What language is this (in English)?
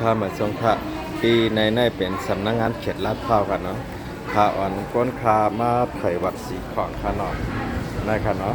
Shan